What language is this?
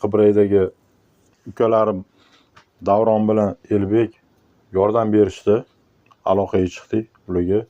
Uzbek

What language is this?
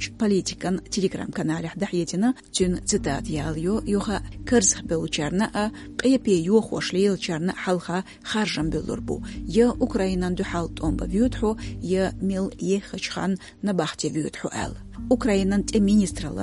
Chechen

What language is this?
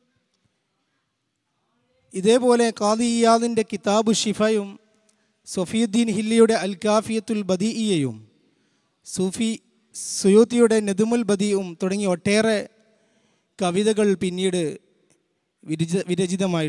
Malayalam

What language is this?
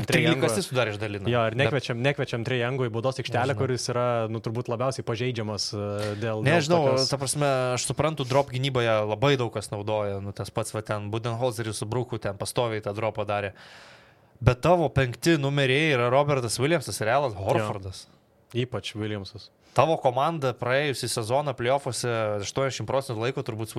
Lithuanian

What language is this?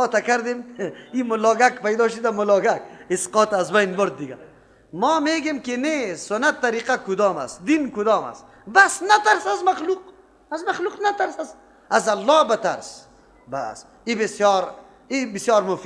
Persian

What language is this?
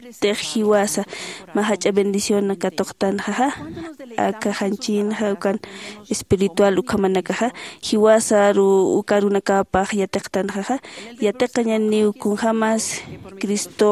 Aymara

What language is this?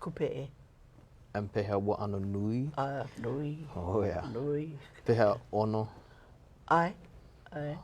Hawaiian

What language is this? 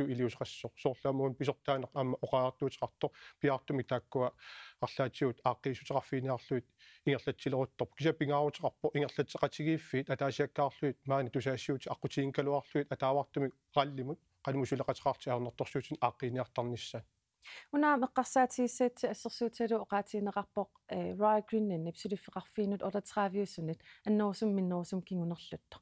Kalaallisut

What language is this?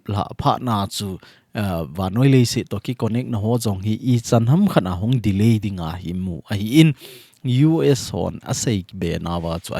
Thado Chin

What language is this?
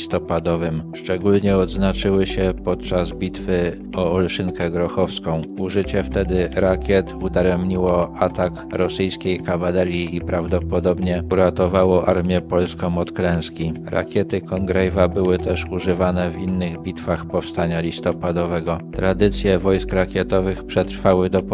Polish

